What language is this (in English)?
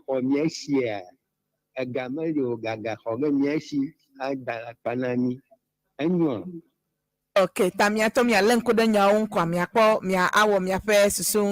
Ewe